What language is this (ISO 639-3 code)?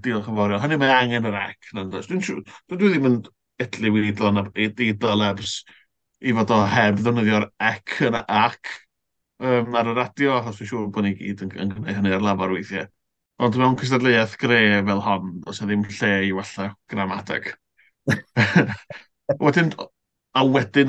cym